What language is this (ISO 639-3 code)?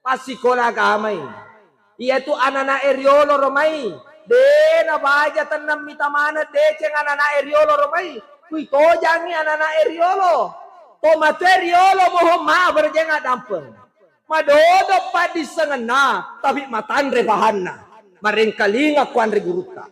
bug